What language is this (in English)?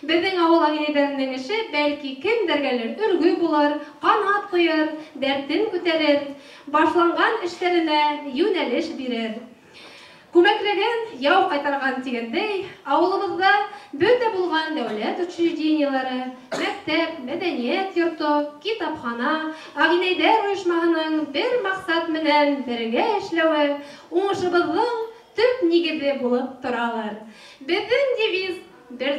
Bashkir